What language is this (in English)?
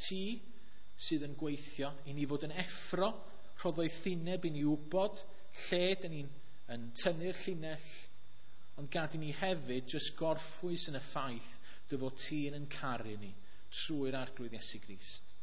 Welsh